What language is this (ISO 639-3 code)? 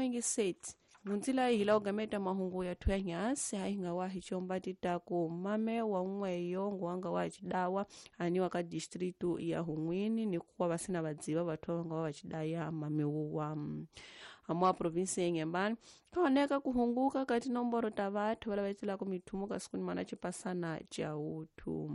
tso